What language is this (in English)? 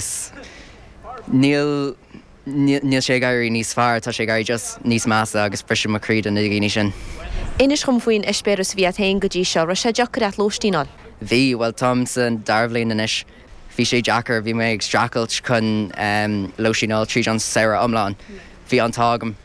Irish